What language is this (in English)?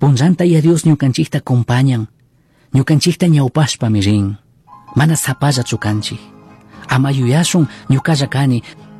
Chimborazo Highland Quichua